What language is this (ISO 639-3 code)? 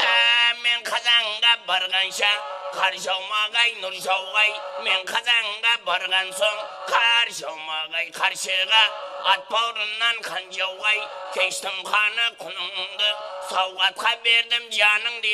kaa